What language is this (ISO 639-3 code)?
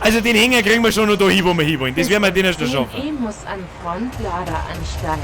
bar